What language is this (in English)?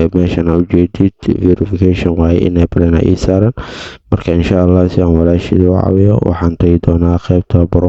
Somali